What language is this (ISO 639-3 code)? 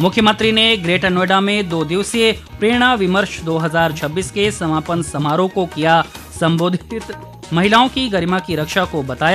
hin